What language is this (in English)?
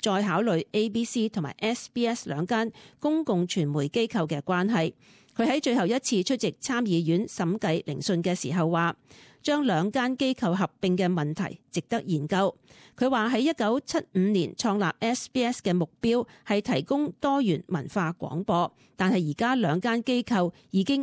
Cantonese